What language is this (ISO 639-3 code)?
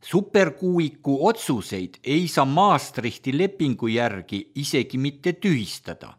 est